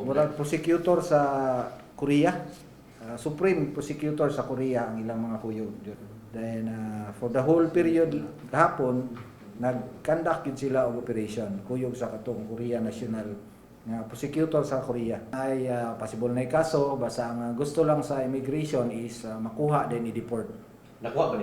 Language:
Cebuano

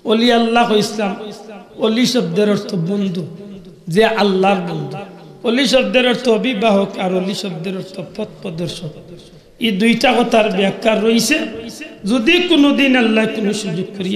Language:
Sylheti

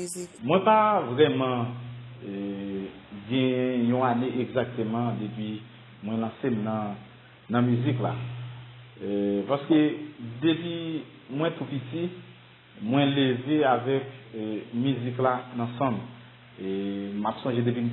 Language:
Haitian Creole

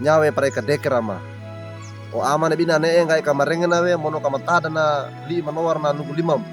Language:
Wejewa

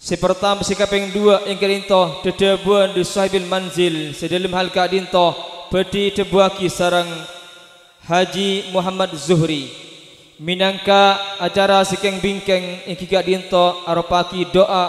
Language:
Madurese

